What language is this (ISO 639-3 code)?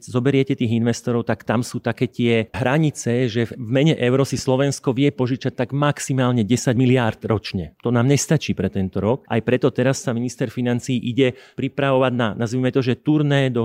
slk